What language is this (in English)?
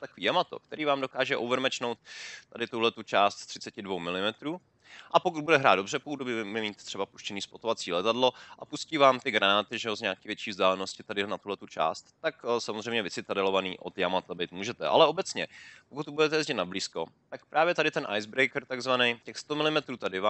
Czech